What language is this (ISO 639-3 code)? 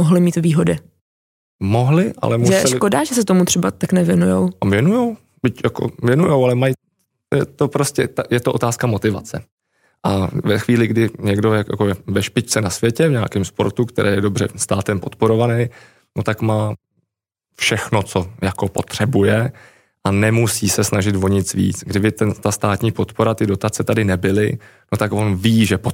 ces